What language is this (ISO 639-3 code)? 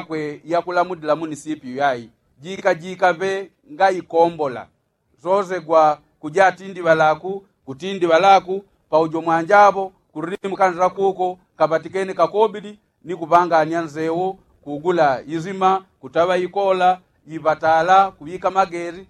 yao